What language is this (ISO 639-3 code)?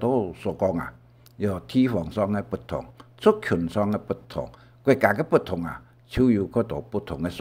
hak